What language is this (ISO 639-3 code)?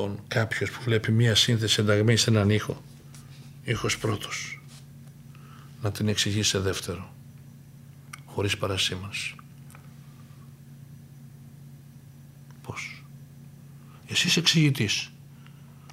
ell